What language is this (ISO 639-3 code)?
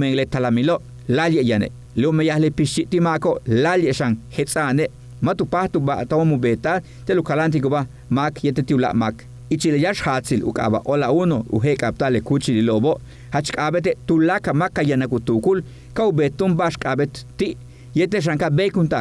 yua